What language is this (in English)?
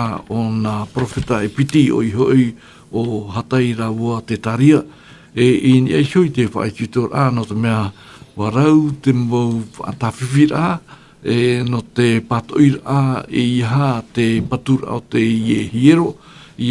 Tahitian